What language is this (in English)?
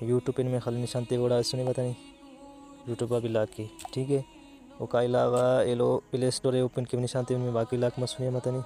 Brahui